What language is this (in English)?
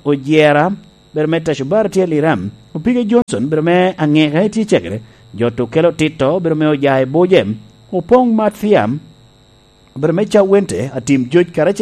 Lango (Uganda)